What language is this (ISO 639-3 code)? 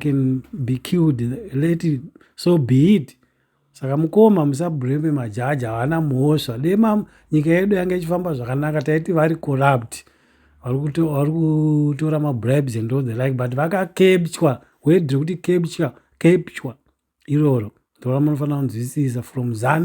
sna